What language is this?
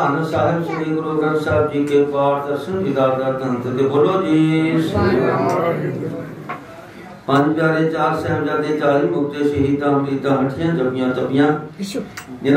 Punjabi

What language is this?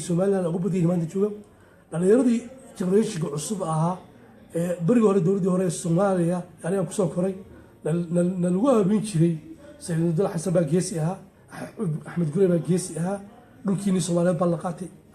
Somali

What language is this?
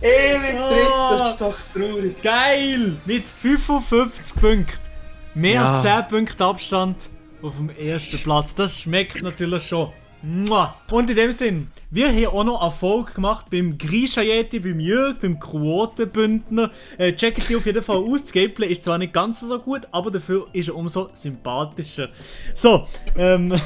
Swiss German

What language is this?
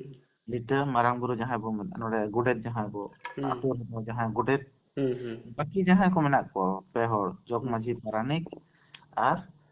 Santali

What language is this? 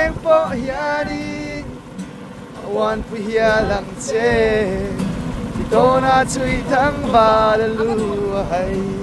Mizo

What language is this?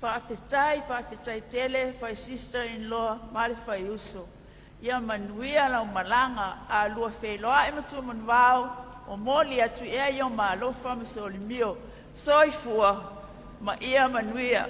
Samoan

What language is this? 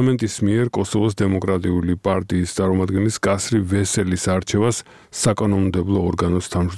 Georgian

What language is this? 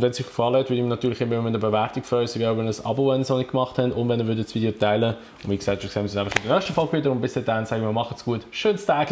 Swiss German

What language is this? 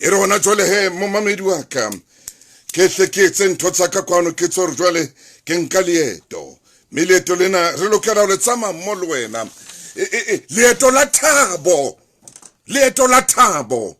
Southern Sotho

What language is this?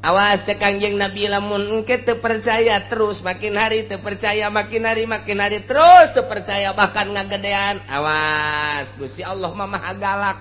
Sundanese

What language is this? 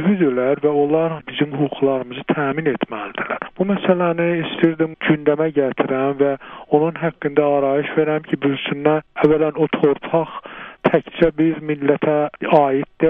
South Azerbaijani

